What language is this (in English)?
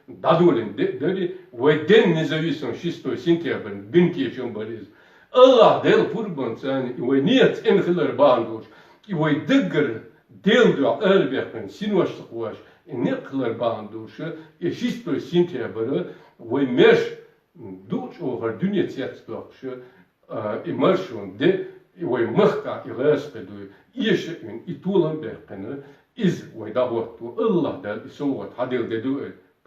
Chechen